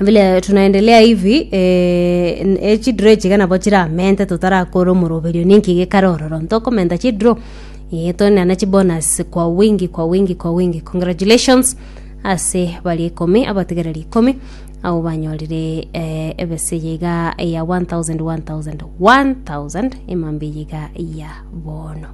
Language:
Gusii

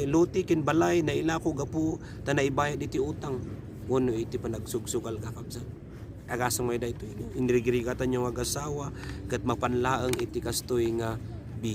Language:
Iloko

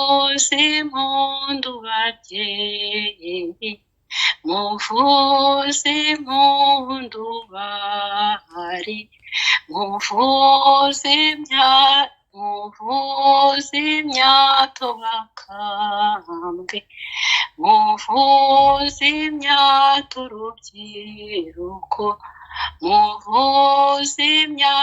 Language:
Kinyarwanda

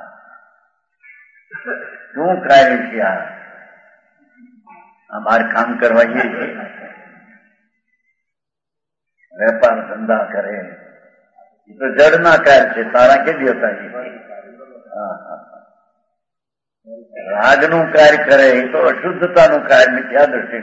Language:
Gujarati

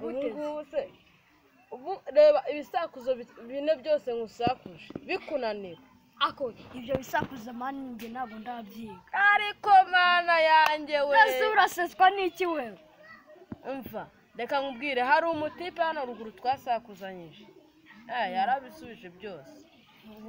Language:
Kinyarwanda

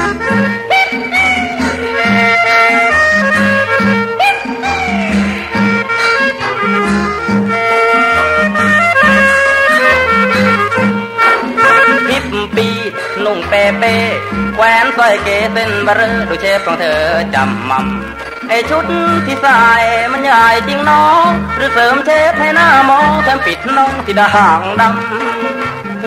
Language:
Thai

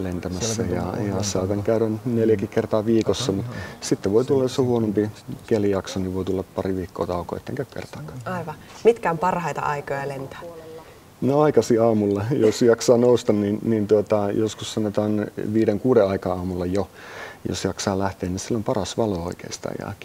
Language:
Finnish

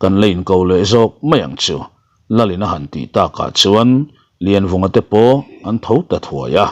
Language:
Mizo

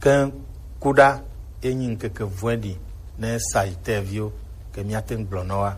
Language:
Gen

